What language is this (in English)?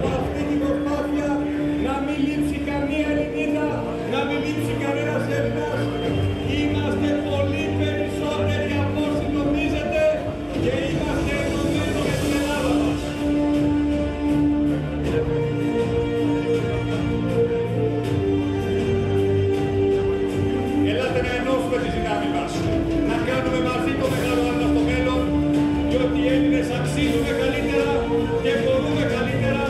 Greek